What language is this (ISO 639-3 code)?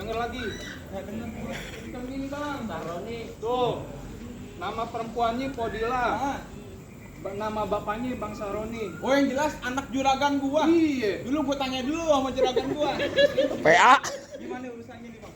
bew